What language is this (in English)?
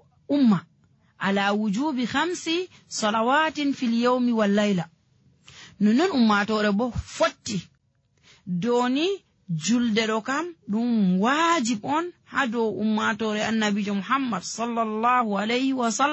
Nigerian Fulfulde